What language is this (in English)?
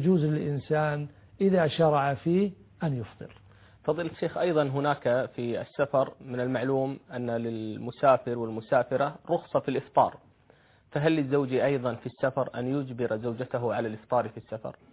Arabic